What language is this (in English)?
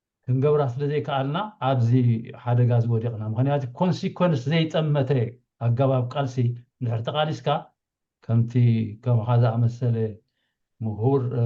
Tigrinya